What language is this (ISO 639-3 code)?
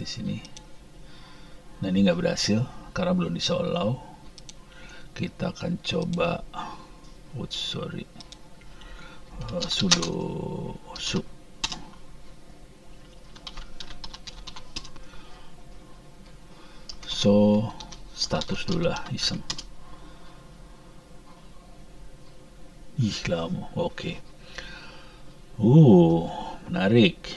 ind